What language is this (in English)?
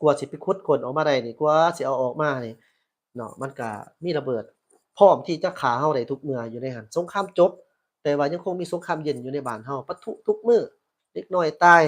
Lao